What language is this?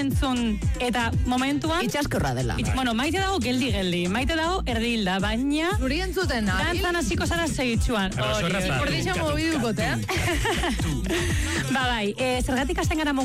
Basque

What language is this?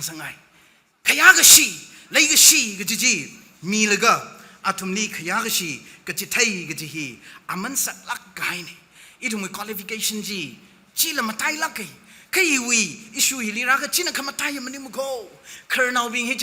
Tangkhul Naga (India)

